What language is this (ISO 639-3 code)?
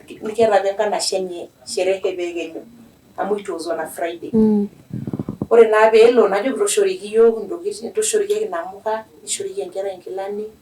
mas